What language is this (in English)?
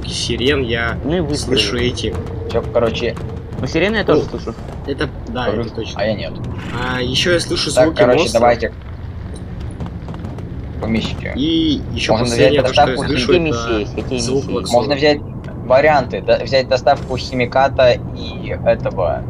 Russian